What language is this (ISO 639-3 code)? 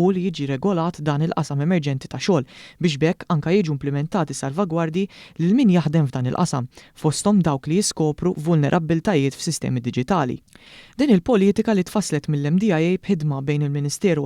mlt